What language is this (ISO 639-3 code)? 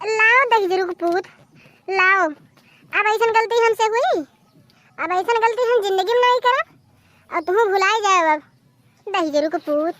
awa